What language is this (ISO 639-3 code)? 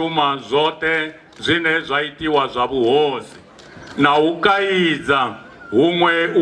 ven